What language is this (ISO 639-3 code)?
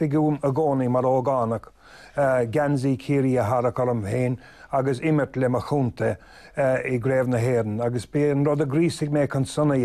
gle